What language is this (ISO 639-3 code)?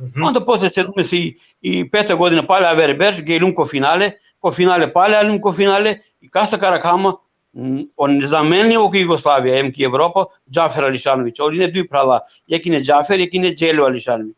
rmn